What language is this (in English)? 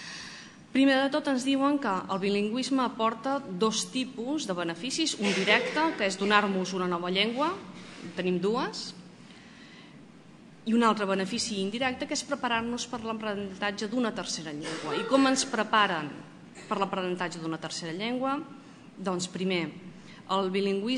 Catalan